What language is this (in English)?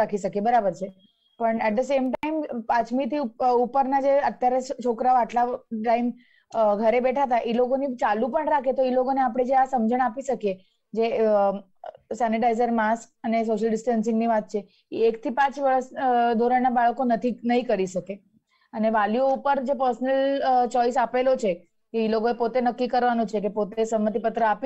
Gujarati